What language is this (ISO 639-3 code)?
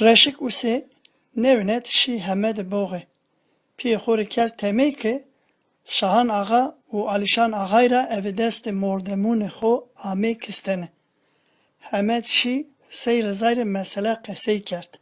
zza